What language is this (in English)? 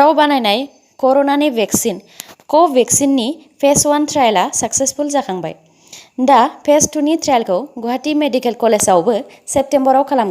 Bodo